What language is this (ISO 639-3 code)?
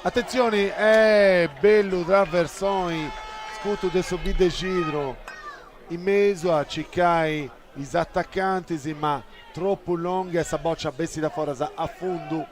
srd